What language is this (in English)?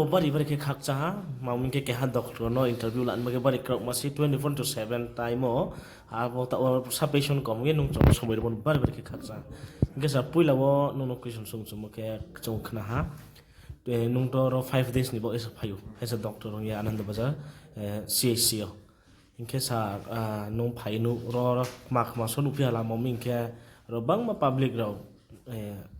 Riang (India)